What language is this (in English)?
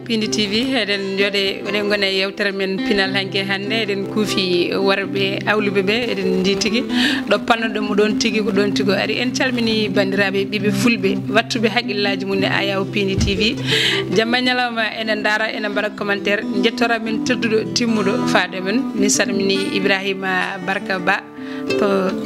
Fula